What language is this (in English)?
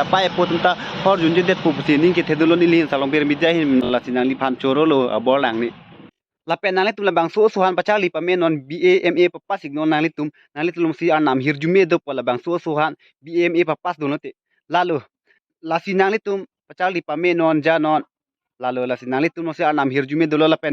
Karbi